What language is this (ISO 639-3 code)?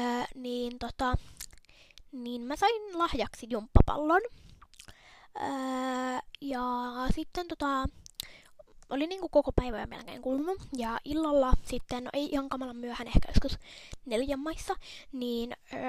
fin